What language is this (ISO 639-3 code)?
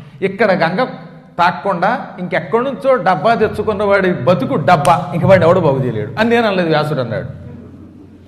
tel